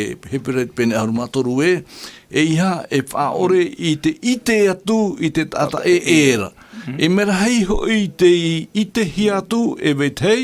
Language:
Tahitian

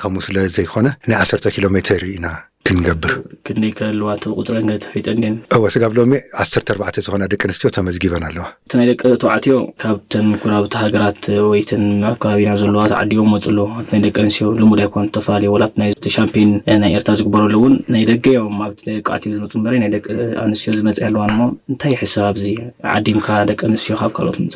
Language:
Tigrinya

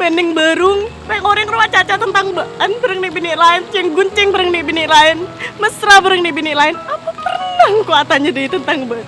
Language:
Madurese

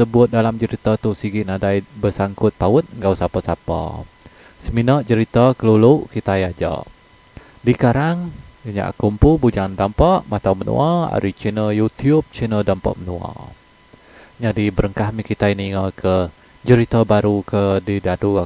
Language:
Iban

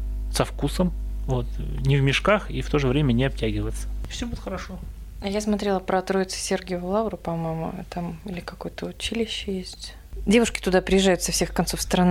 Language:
Russian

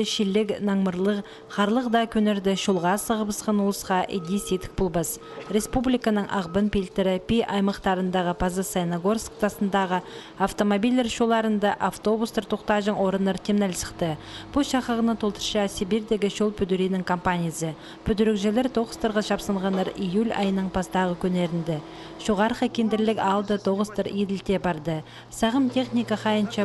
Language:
Khakas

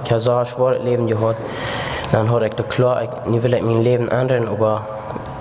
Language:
Plautdietsch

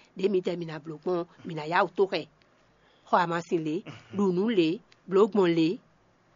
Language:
Fon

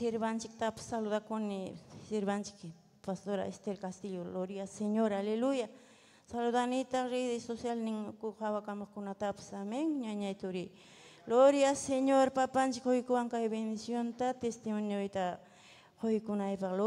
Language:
Ayacucho Quechua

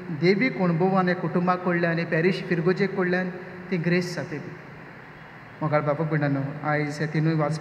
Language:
Konkani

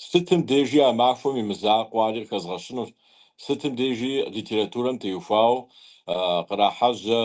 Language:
Kabardian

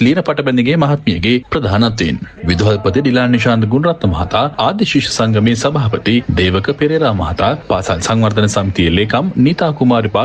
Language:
Sinhala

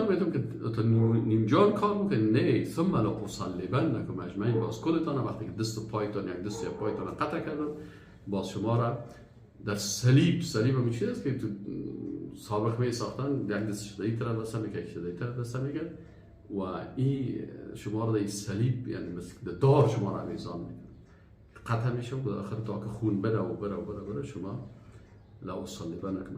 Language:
Persian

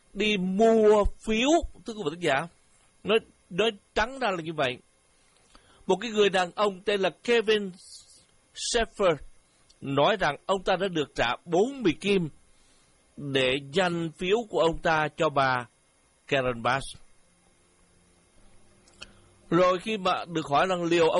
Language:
Vietnamese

